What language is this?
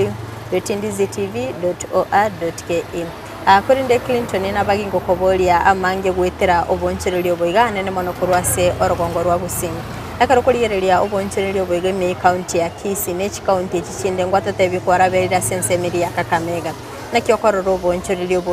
Gusii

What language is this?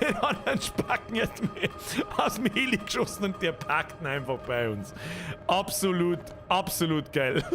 Bavarian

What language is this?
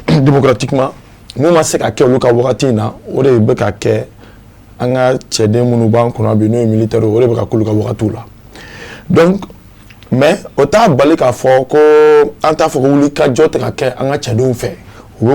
Bambara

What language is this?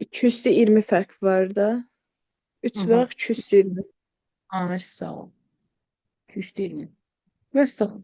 Azerbaijani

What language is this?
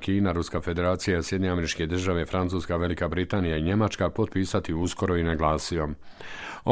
Bosnian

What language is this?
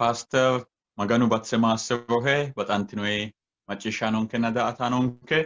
Sidamo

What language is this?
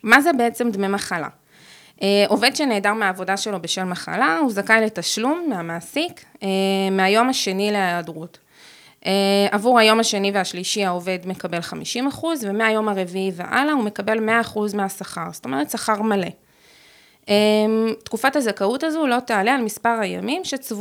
Hebrew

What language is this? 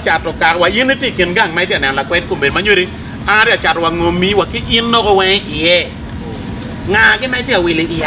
Acoli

